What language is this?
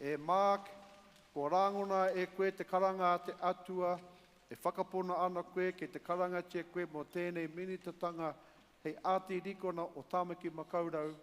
Māori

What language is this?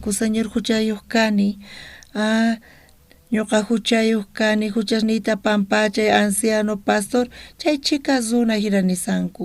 South Bolivian Quechua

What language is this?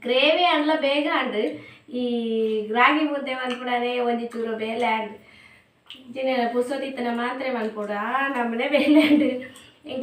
Tulu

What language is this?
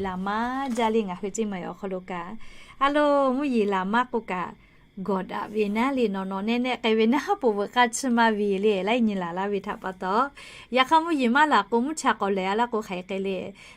Lahu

